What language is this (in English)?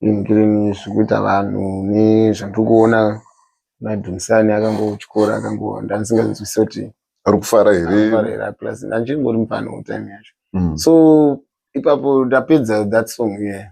Shona